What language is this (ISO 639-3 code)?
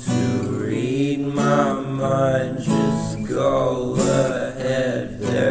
eng